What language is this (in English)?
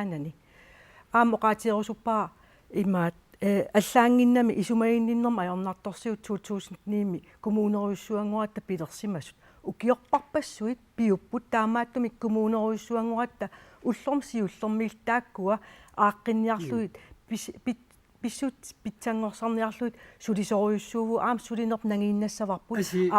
Kalaallisut